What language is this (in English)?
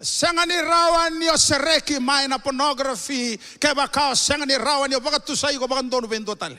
Fijian